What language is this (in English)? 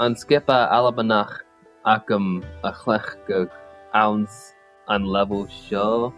Scottish Gaelic